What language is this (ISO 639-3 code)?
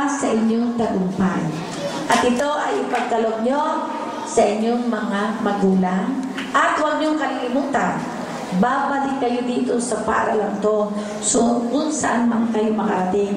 fil